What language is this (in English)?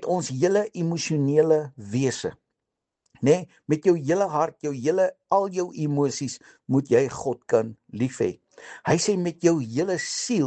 Afrikaans